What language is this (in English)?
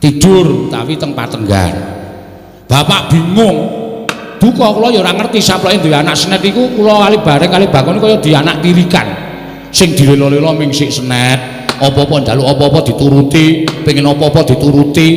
Javanese